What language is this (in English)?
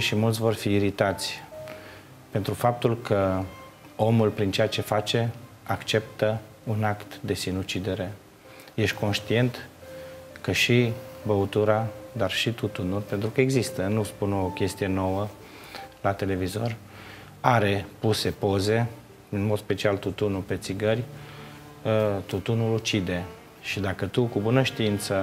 Romanian